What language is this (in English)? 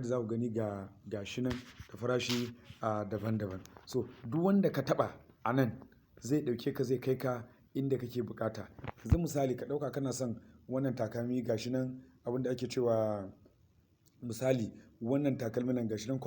Hausa